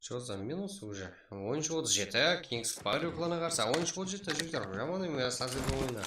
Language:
Kara-Kalpak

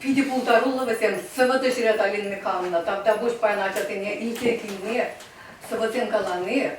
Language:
Chuvash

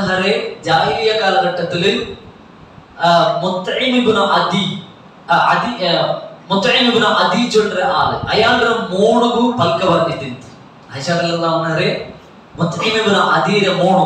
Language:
Malayalam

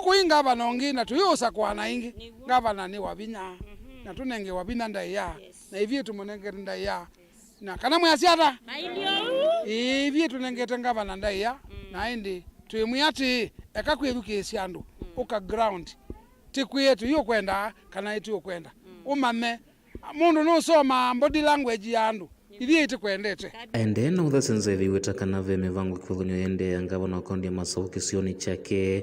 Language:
Kamba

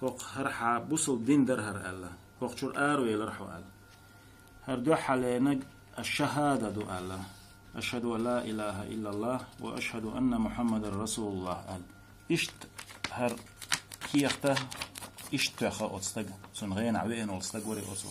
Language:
Chechen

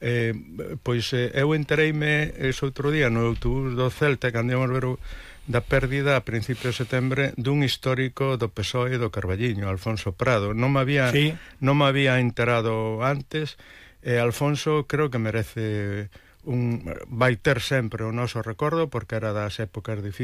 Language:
Galician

